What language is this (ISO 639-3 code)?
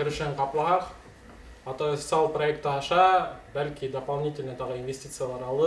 bak